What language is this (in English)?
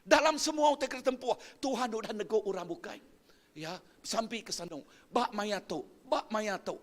Iban